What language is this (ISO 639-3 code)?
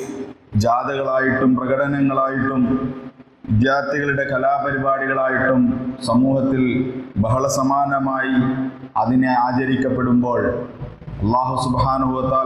mal